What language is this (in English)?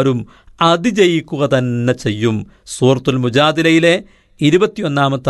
Malayalam